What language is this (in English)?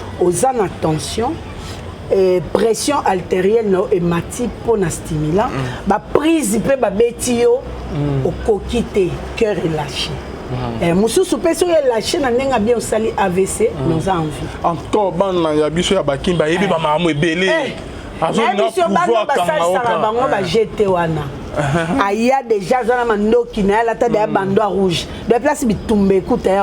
Lingala